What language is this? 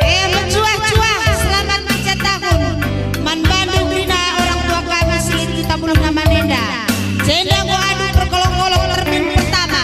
Batak Karo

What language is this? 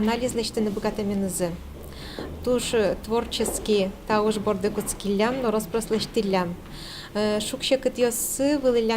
Udmurt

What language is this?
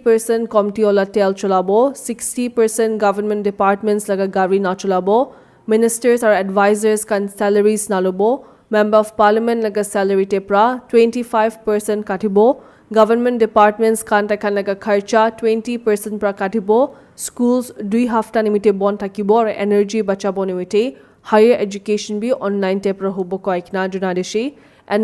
Naga Pidgin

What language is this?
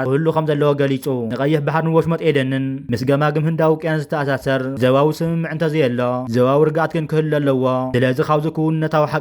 Tigrinya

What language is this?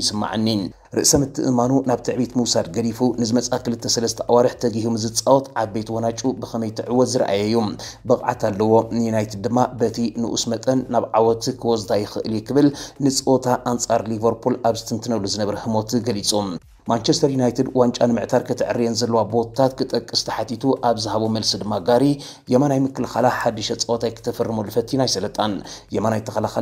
Tigrinya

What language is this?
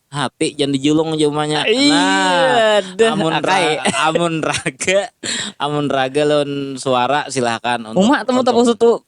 Banjar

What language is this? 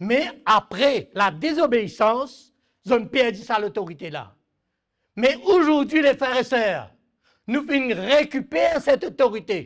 Morisyen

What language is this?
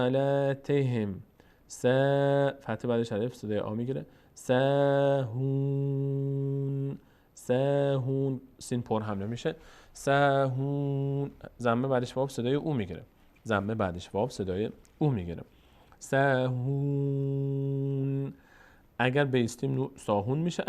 Persian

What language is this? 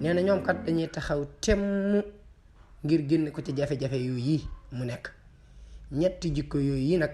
Wolof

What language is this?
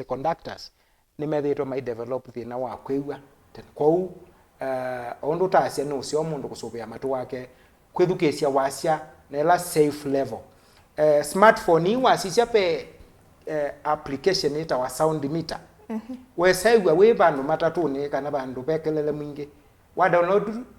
Kamba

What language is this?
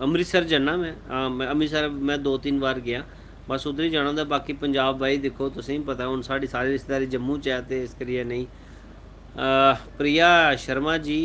Dogri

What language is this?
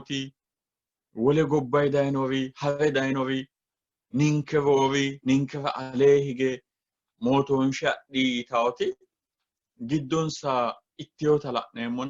Sidamo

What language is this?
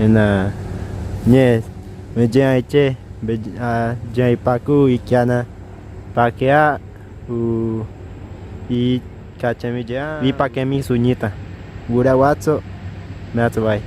Bribri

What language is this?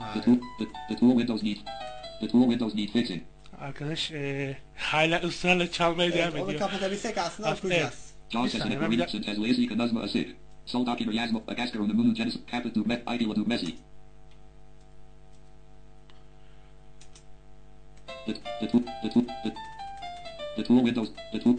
Turkish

